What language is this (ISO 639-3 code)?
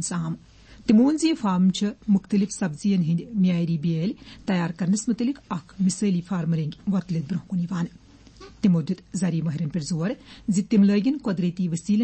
kas